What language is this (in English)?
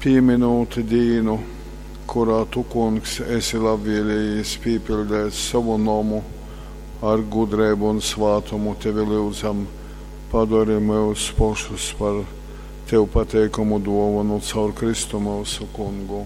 Latgalian